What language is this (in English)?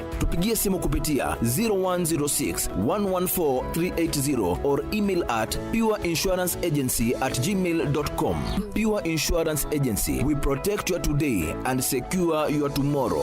Meru